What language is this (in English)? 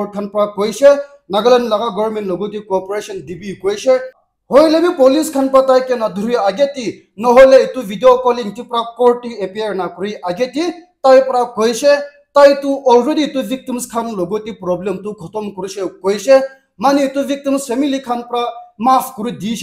Naga Pidgin